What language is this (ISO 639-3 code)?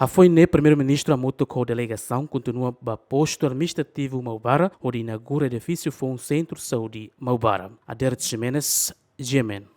tet